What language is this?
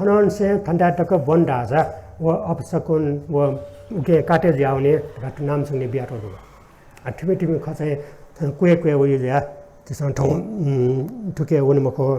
Newari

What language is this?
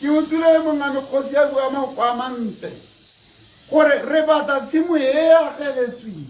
Tswana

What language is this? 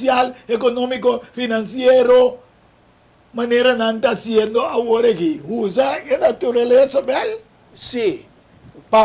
Papiamento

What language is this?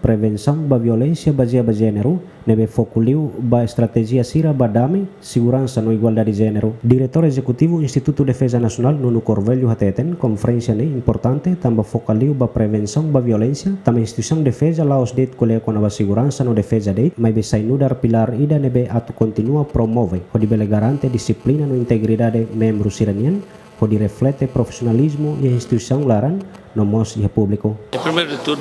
Tetum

